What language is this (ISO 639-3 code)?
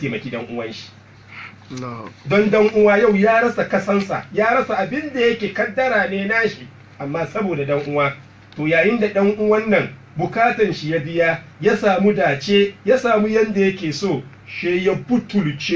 hau